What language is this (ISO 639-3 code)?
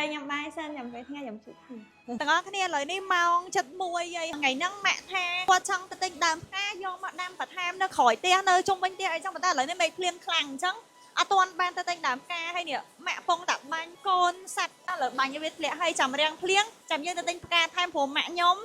khm